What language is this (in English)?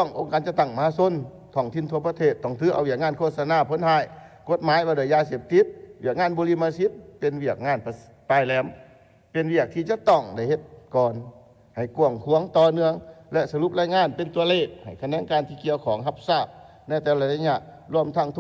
Lao